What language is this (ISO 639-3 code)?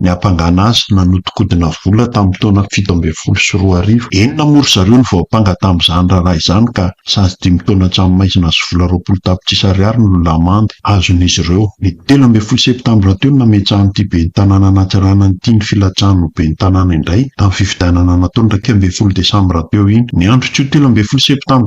mlg